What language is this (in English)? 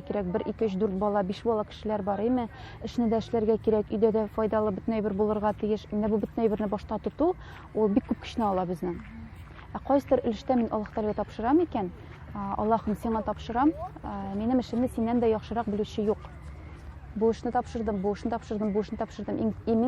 Tatar